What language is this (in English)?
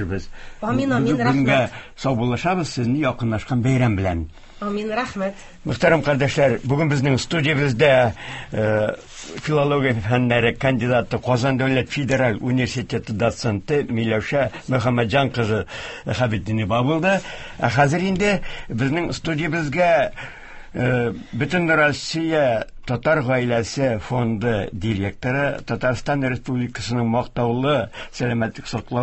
Tatar